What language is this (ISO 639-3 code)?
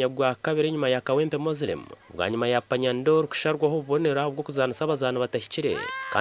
nyn